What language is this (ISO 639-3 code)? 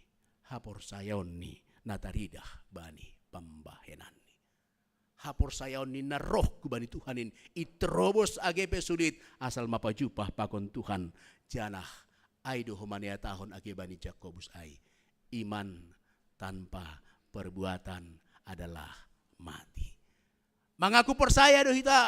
bts